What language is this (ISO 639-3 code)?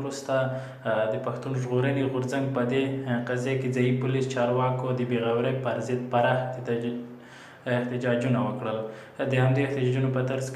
pus